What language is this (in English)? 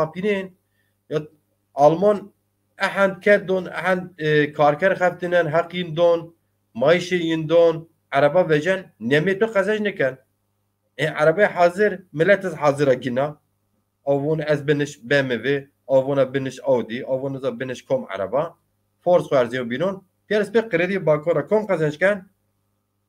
Zaza